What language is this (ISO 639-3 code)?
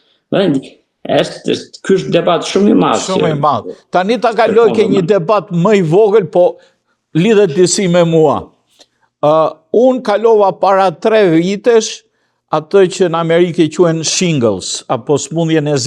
sqi